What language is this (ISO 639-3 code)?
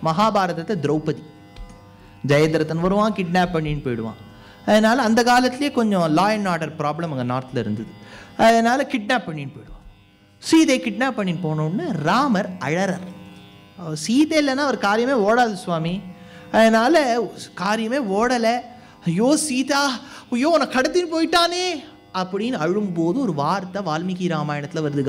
tam